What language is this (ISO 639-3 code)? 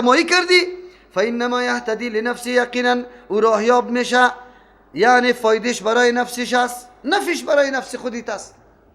fas